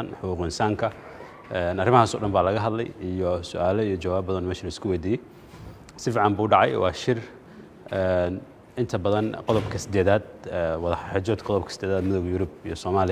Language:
Somali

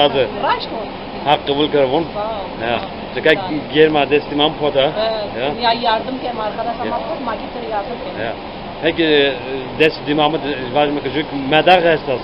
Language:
Zaza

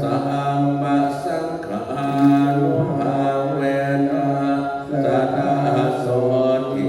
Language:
Pali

